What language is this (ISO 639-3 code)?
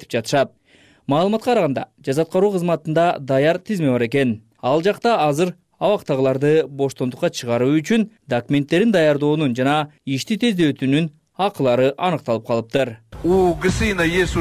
kir